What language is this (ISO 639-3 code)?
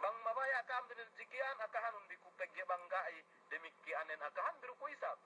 yka